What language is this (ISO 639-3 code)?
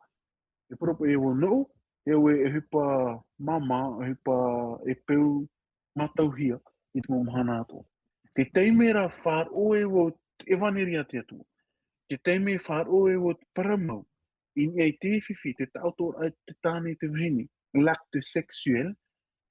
tah